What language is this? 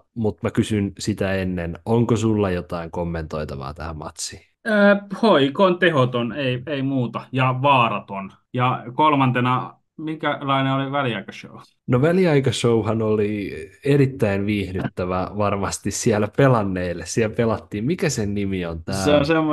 Finnish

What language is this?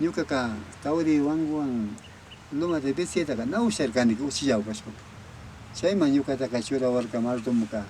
Imbabura Highland Quichua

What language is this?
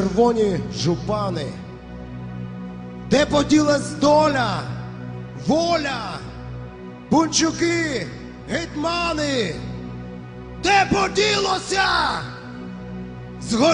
Ukrainian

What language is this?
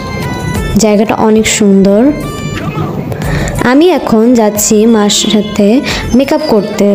Bangla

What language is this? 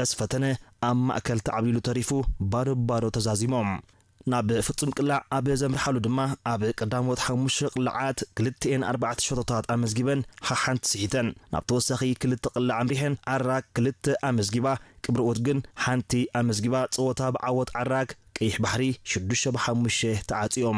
Tigrinya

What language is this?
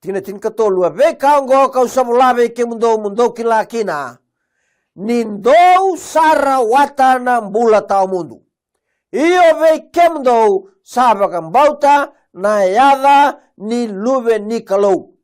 Fijian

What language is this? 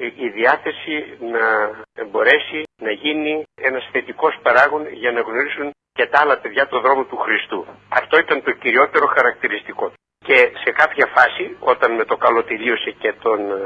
Greek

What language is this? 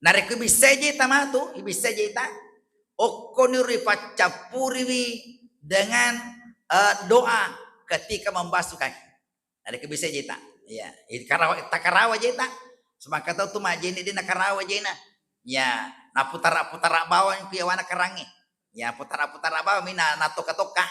Buginese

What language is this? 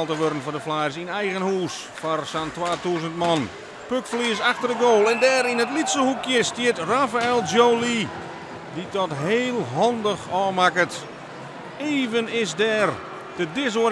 Western Frisian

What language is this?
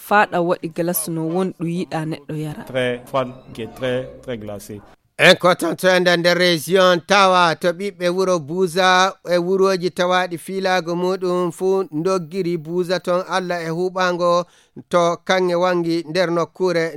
Fula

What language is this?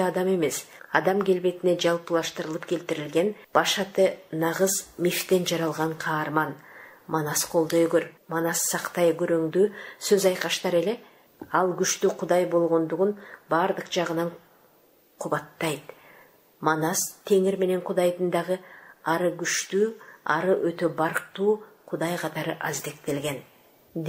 Kyrgyz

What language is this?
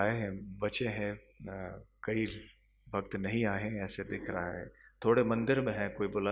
Hindi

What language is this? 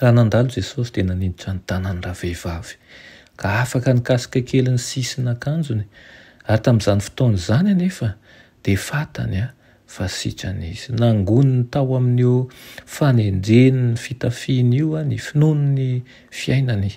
Malagasy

